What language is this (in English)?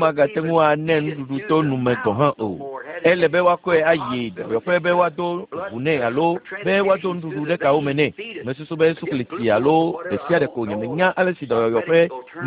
Ewe